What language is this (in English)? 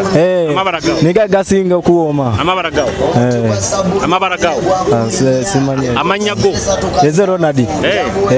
Nyoro